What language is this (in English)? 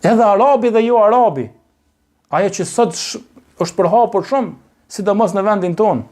Albanian